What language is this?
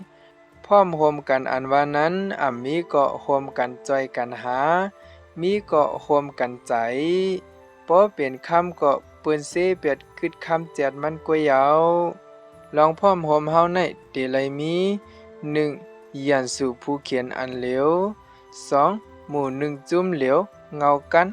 Shan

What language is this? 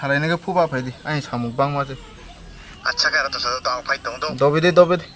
Riang (India)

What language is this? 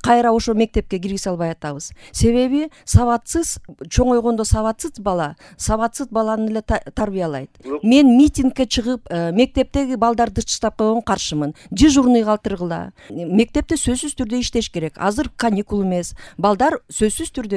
Kyrgyz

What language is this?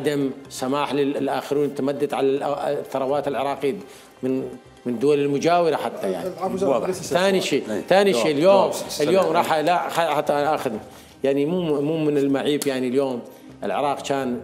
Mesopotamian Arabic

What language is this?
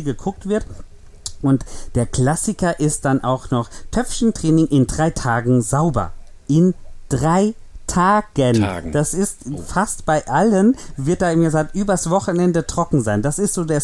German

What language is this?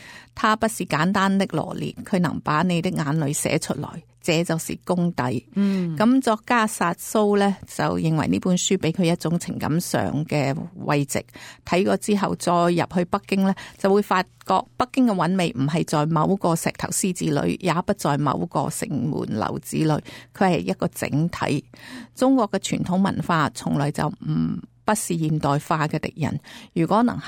Cantonese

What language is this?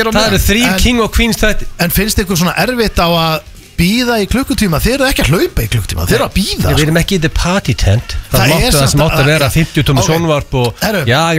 Icelandic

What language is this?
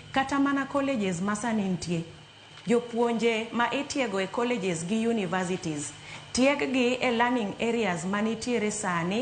Luo (Kenya and Tanzania)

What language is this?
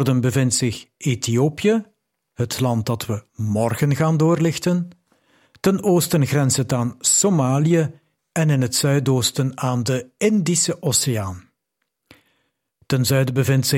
Dutch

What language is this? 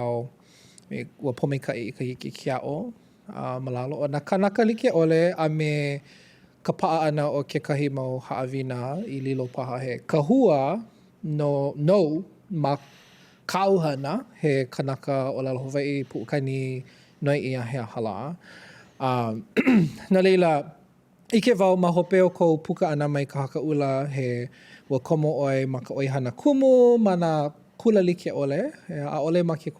Hawaiian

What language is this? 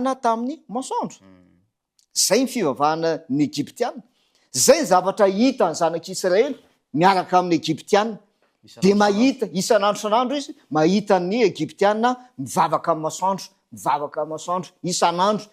Malagasy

